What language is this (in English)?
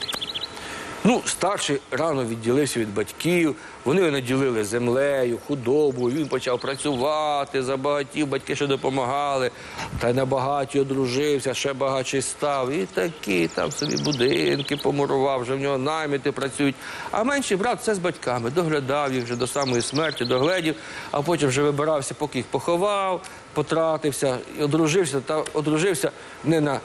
Ukrainian